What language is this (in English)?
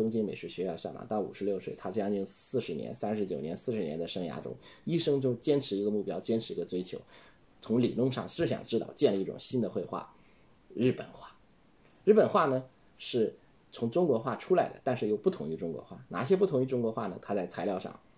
Chinese